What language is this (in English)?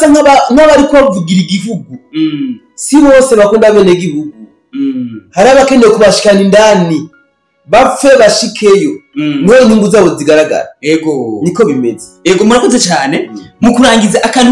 Rundi